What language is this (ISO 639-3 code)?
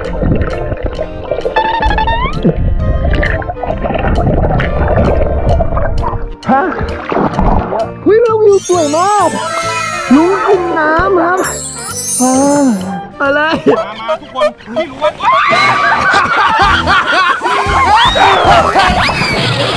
tha